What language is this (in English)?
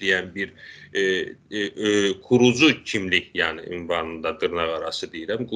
South Azerbaijani